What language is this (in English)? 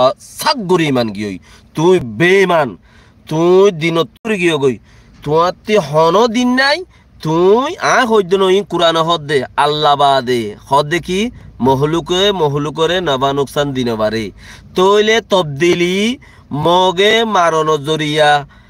Rohingya